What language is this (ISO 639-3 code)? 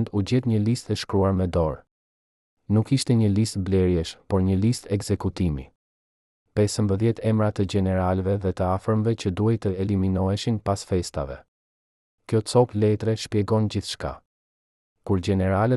sqi